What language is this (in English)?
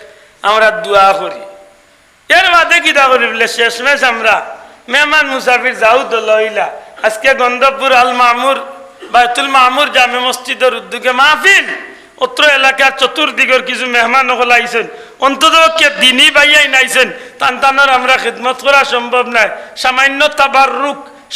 Sylheti